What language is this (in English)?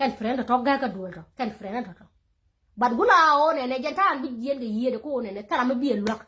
Nuer